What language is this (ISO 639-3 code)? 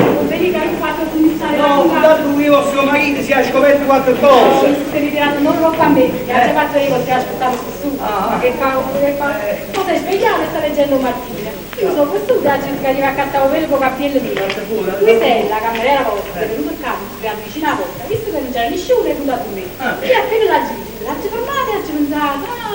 nap